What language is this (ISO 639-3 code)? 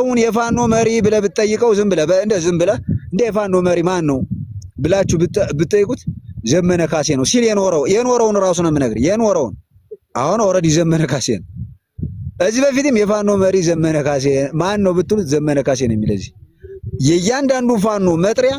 amh